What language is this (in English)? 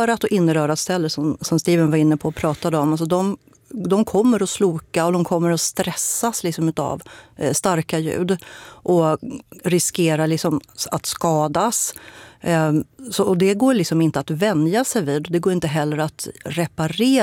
Swedish